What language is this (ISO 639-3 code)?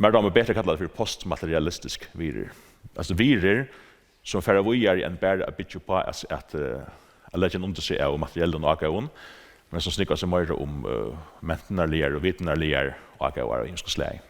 fao